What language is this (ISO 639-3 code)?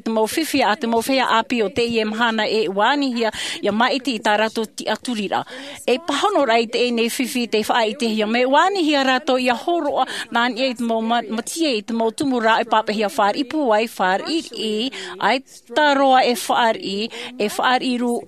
tah